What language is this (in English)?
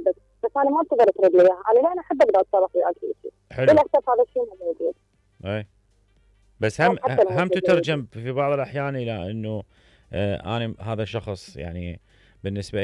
Mesopotamian Arabic